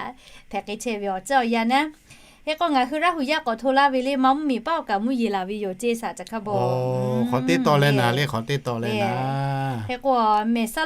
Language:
Lahu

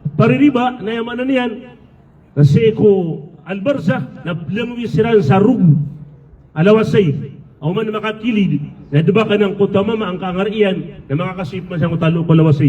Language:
Maranao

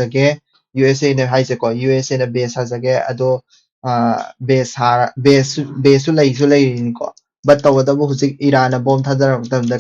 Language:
Manipuri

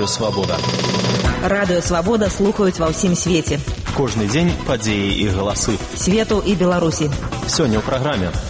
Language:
Belarusian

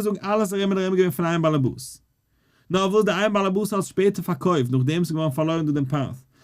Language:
Yiddish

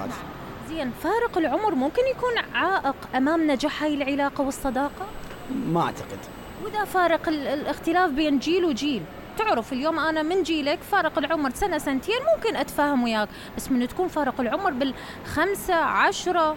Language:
Mesopotamian Arabic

